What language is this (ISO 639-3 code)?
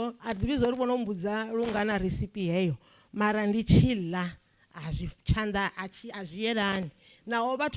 ven